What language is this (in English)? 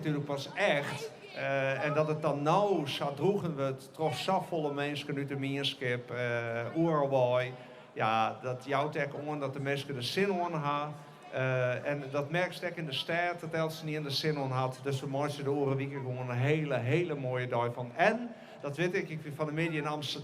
Western Frisian